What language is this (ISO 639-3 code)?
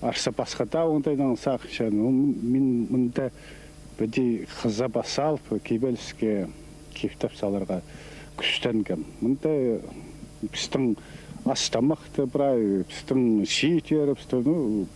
kjh